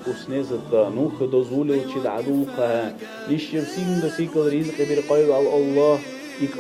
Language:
Dargwa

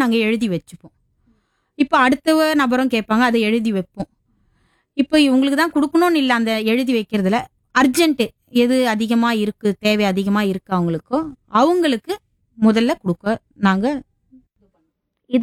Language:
Tamil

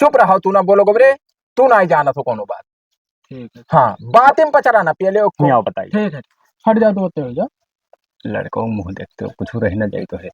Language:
Awadhi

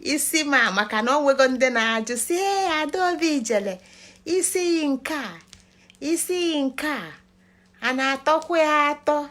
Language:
Igbo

